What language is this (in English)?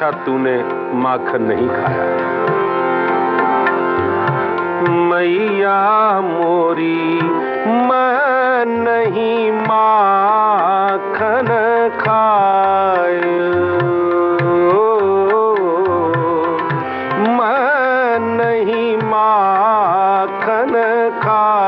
Hindi